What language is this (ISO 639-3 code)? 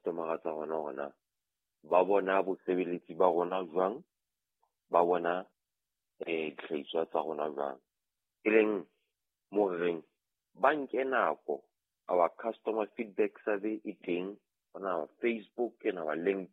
sot